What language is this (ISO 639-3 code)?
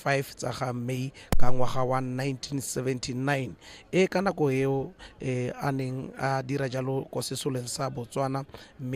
tsn